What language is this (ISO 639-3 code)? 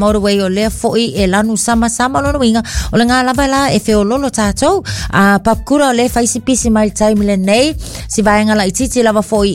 smo